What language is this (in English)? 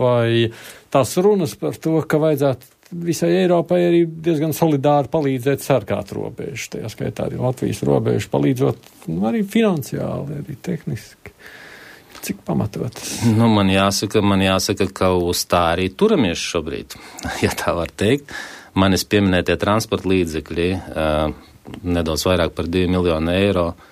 Latvian